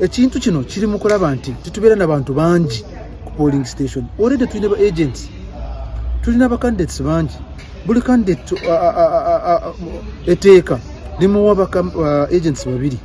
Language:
Ganda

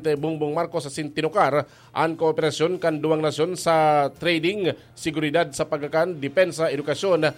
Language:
Bikol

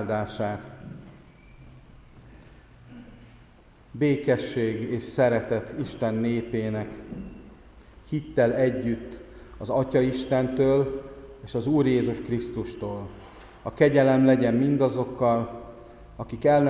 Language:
Hungarian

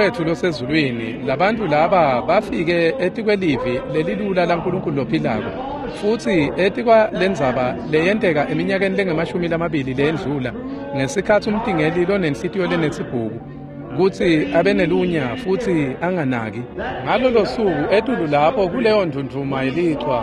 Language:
Swati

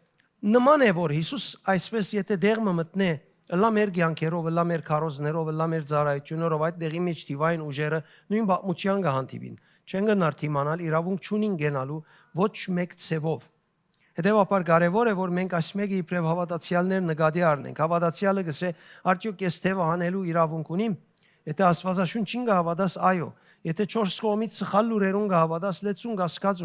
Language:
Western Armenian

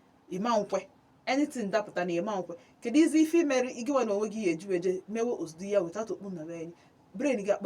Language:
Igbo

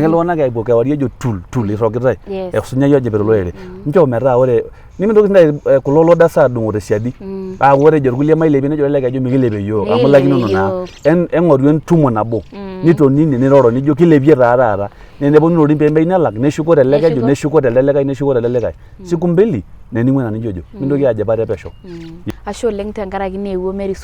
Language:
Masai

